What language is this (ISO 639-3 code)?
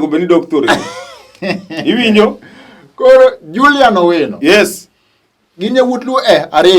luo